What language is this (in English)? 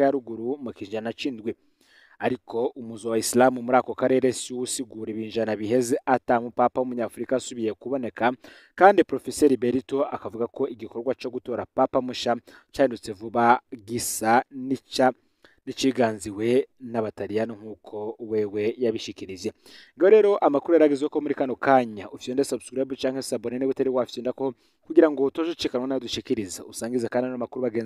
Rundi